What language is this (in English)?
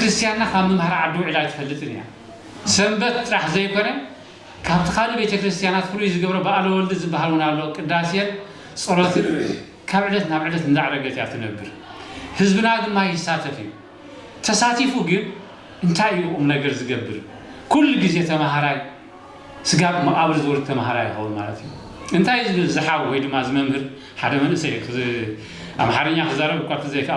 Tigrinya